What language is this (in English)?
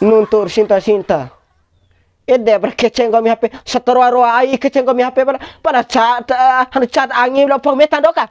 Bima